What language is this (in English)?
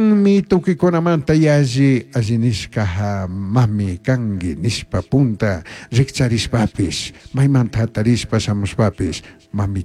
Chimborazo Highland Quichua